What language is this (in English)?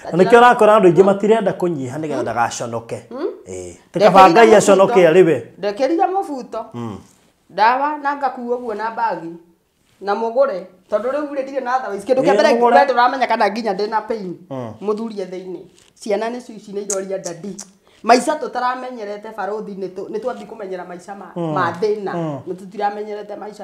Kikuyu